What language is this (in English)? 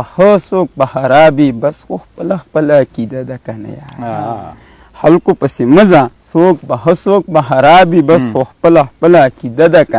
Pashto